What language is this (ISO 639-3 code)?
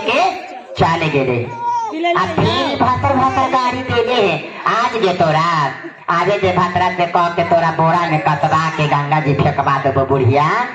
mag